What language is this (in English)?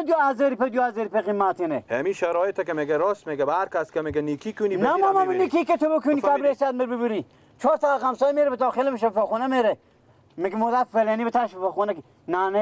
Persian